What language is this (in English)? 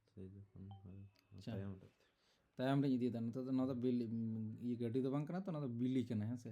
Santali